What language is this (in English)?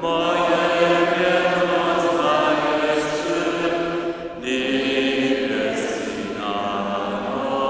Upper Sorbian